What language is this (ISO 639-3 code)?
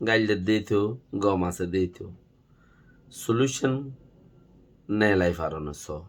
rhg